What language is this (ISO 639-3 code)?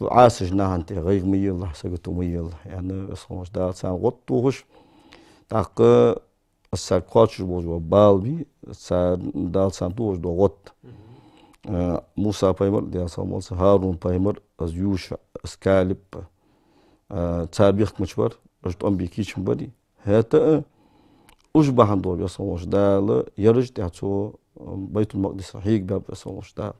inh